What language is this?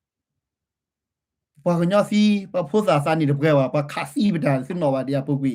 S'gaw Karen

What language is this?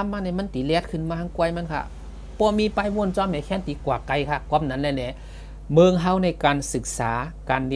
Shan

